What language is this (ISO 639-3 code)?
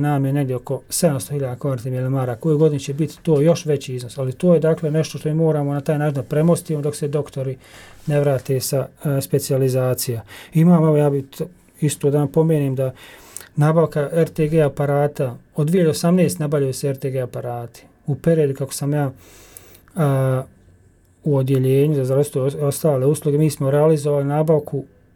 bos